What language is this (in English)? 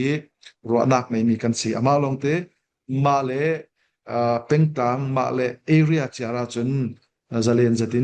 Falam Chin